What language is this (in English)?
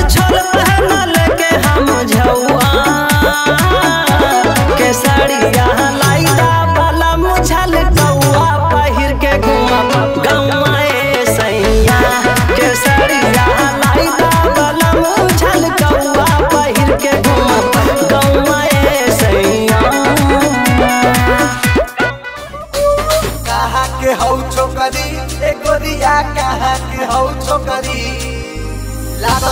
Bhojpuri